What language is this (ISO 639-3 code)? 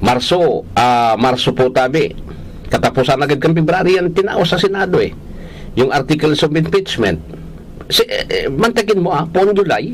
bik